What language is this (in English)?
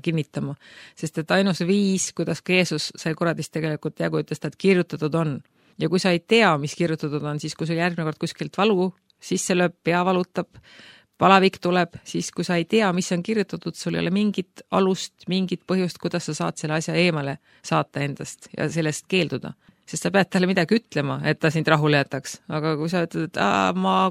Estonian